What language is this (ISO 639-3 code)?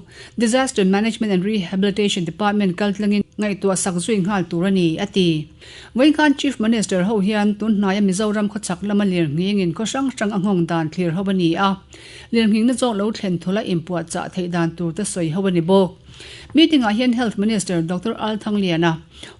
lus